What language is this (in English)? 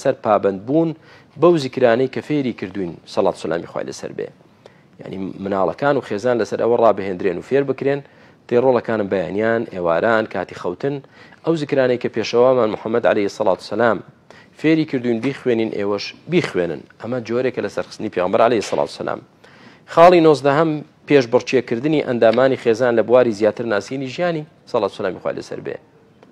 Central Kurdish